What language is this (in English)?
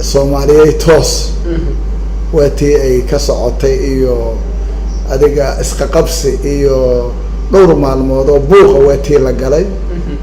Somali